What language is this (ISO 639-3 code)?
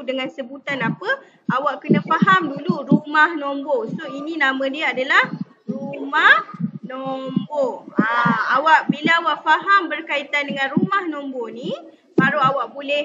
msa